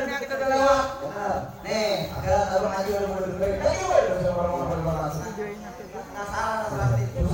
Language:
Betawi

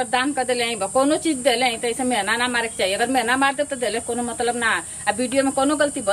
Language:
Bhojpuri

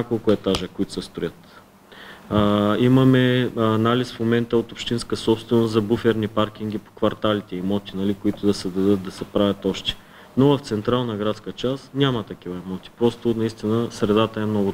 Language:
Bulgarian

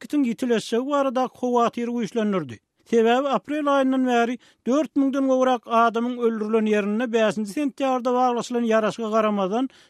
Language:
Turkmen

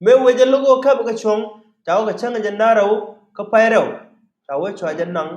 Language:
Nuer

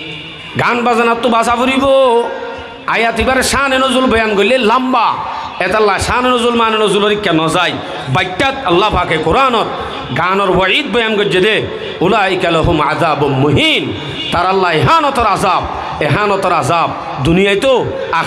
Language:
Rohingya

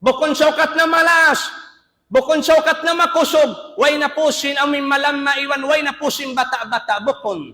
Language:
Tausug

